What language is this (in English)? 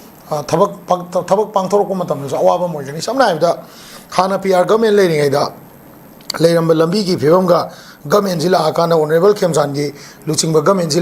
Manipuri